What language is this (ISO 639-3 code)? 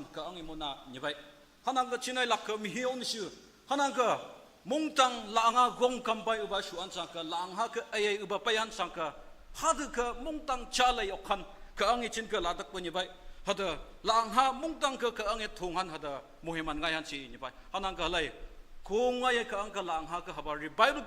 nag